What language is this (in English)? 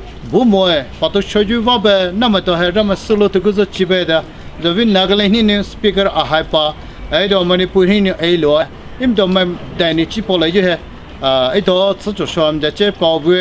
Poumei Naga